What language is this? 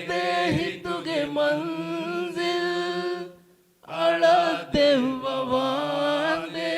Divehi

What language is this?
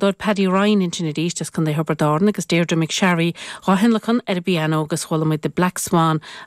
Irish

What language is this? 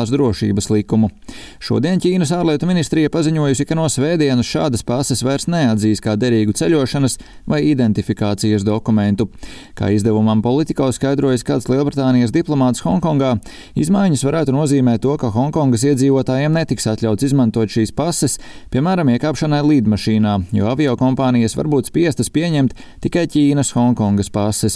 Latvian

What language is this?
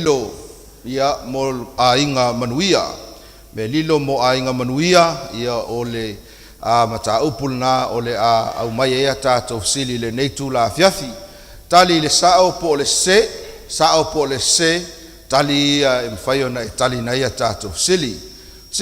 Samoan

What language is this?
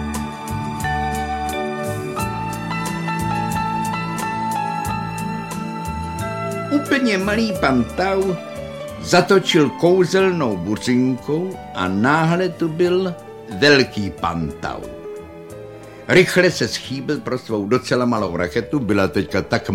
Czech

